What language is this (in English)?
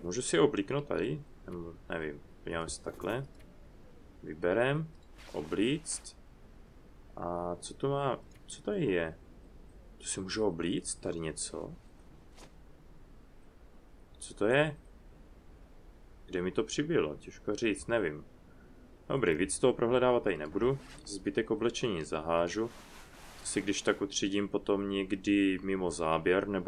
Czech